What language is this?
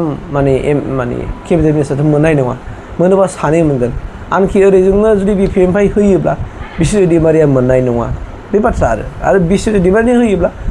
Bodo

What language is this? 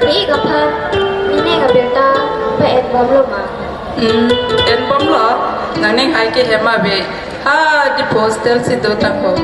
Karbi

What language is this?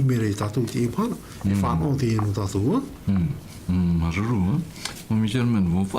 Tahitian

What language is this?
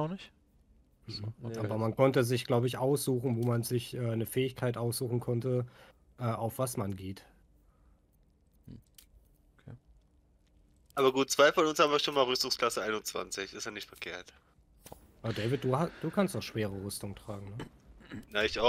German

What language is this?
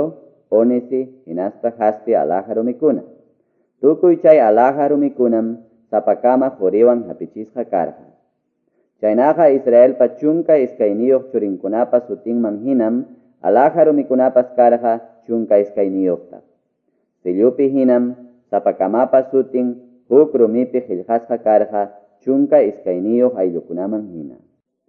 Quechua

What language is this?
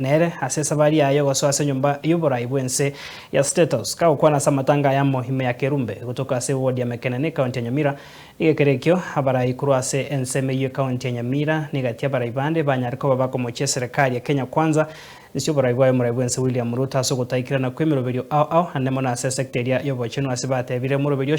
Gusii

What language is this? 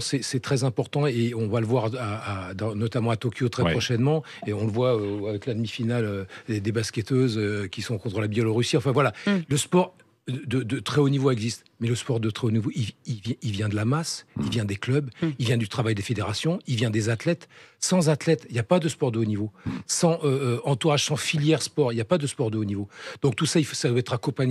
French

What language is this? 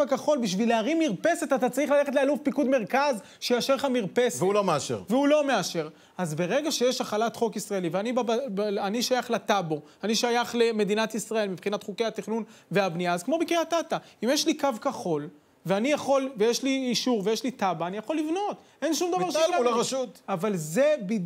Hebrew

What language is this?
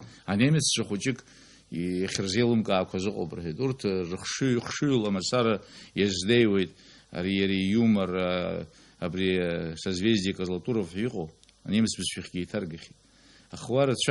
Abkhazian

